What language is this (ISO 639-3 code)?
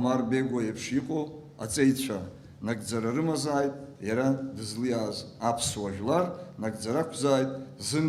abk